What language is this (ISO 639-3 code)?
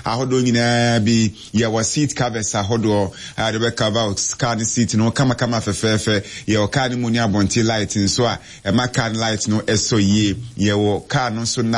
aka